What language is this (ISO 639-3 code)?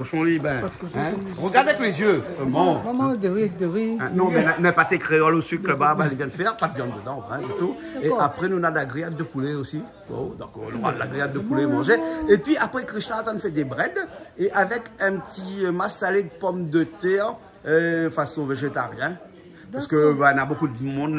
rcf